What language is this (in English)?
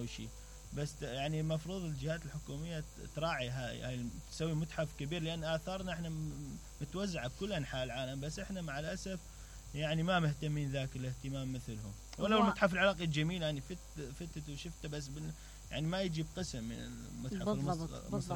Mesopotamian Arabic